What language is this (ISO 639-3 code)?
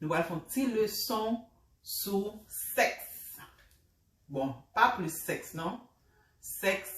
hat